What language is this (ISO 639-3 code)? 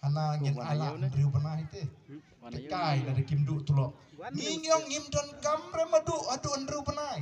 kha